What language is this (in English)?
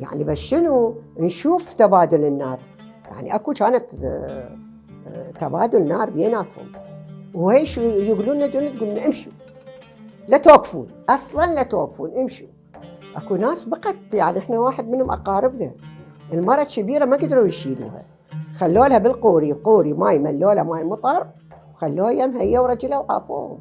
Mesopotamian Arabic